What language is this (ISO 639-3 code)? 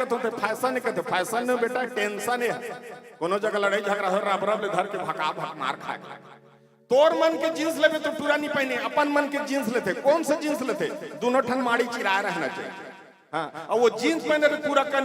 hne